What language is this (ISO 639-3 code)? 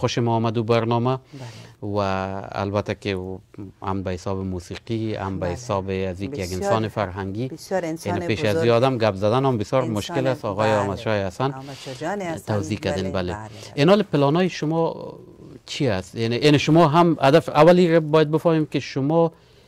fas